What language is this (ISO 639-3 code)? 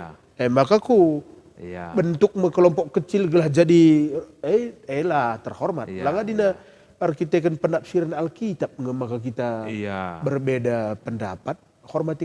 btx